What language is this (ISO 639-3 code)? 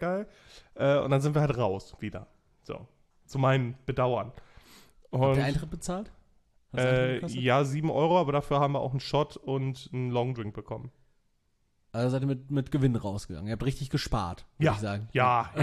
deu